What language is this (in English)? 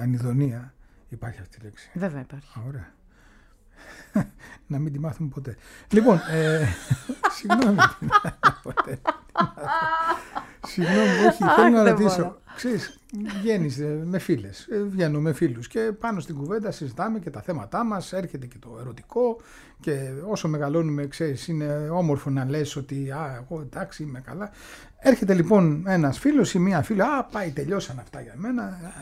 Greek